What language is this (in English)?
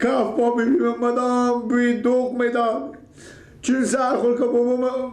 Persian